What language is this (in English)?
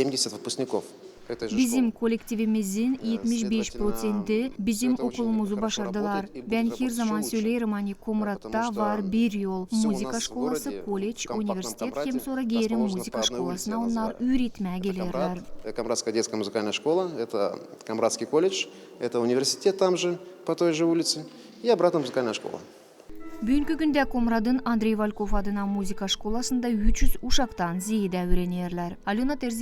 Gagauz